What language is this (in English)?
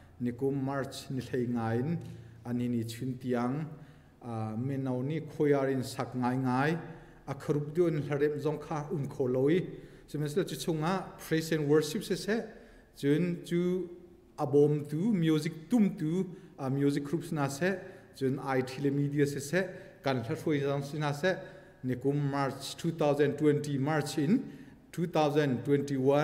Hakha Chin